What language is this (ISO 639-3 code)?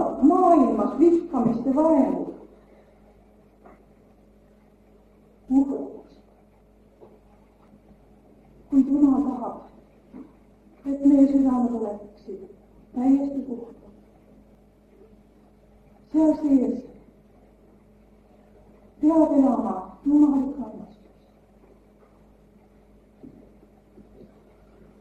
est